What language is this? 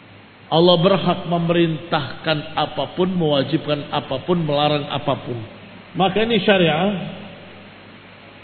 Indonesian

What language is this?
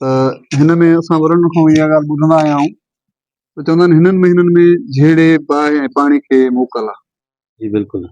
Sindhi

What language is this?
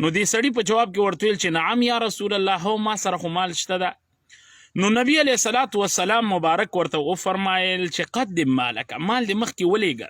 Pashto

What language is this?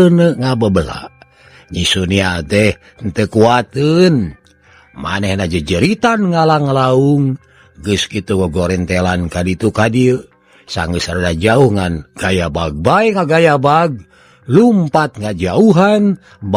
Sundanese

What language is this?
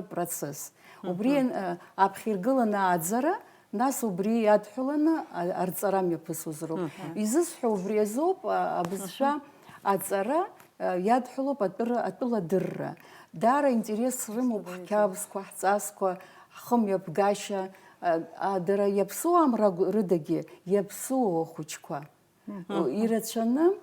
Abkhazian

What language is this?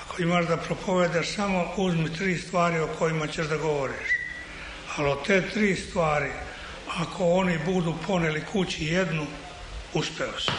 Serbian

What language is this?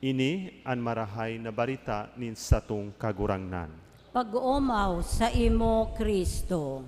Bikol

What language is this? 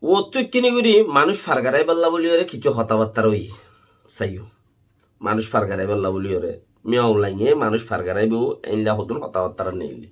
Rohingya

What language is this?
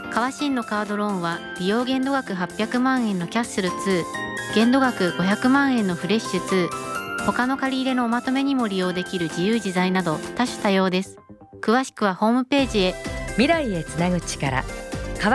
Japanese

